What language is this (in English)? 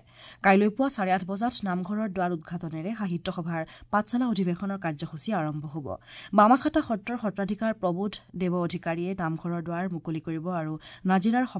Assamese